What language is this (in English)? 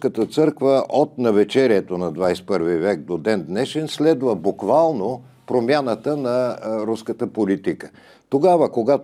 Bulgarian